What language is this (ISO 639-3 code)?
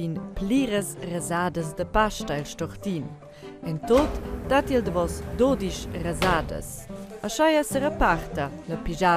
roh